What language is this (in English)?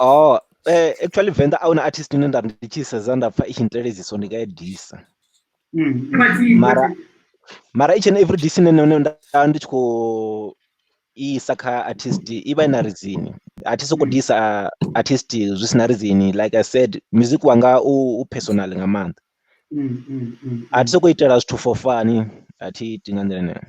Venda